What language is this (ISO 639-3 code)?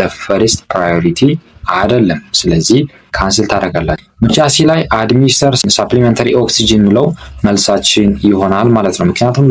amh